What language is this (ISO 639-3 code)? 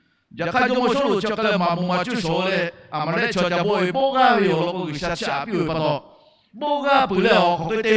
lhu